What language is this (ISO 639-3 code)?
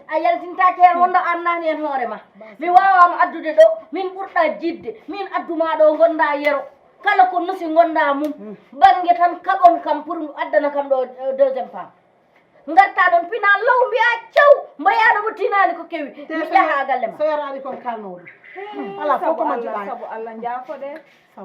ful